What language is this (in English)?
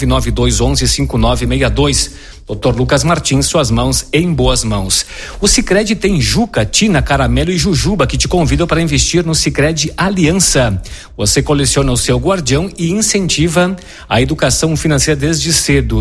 Portuguese